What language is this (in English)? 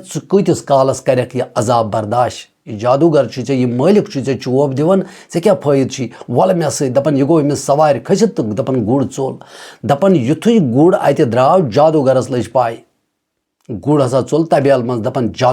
Kashmiri